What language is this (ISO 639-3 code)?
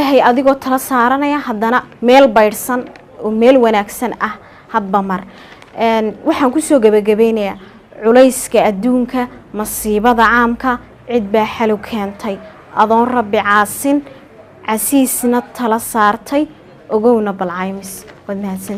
som